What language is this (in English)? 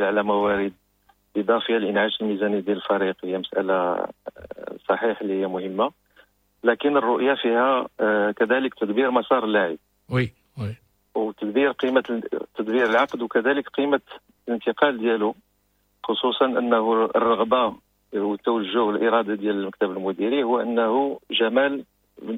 Moroccan Arabic